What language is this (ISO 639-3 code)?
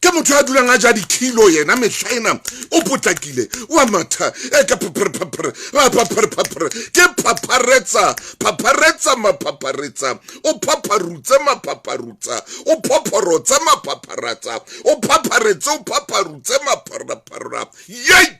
sot